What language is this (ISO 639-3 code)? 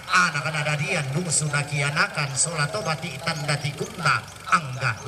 sda